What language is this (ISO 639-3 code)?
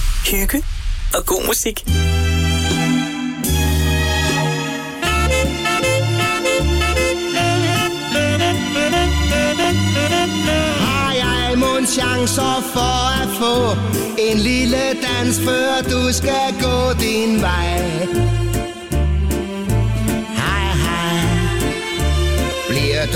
dan